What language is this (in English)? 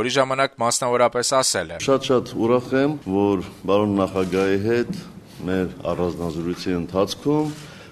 Armenian